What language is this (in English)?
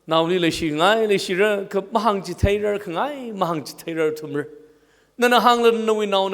Tangkhul Naga (India)